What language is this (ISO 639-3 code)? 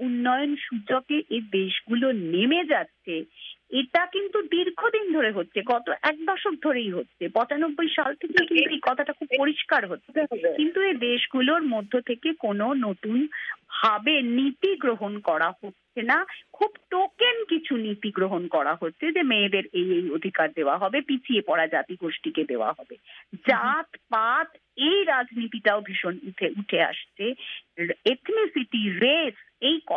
ben